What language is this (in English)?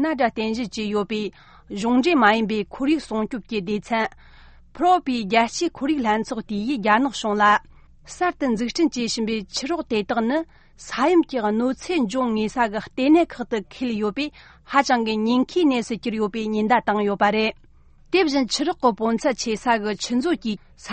Tibetan